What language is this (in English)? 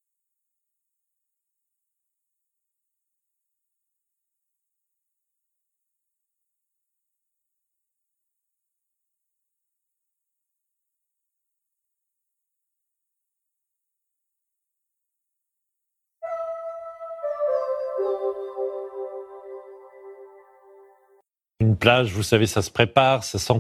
French